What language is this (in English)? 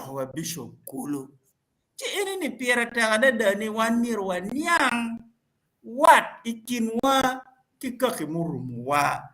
Acoli